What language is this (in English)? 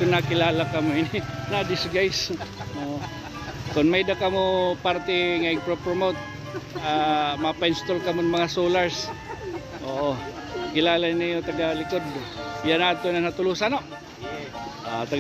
Waray